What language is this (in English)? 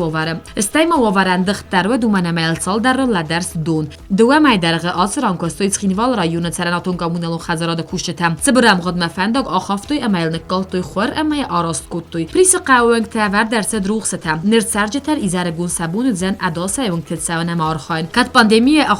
Ossetic